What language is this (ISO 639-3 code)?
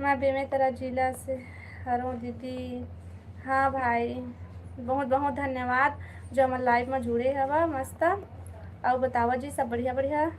hne